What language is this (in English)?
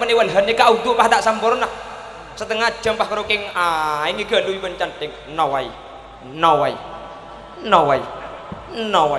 Madurese